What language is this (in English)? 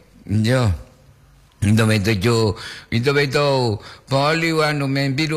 Gorontalo